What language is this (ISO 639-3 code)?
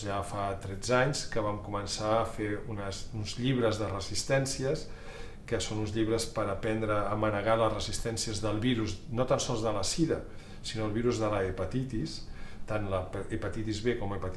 cat